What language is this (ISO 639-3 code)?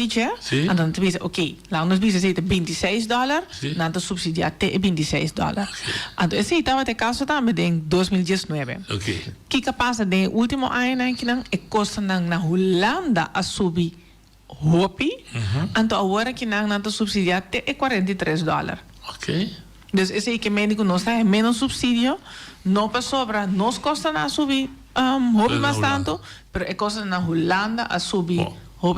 pap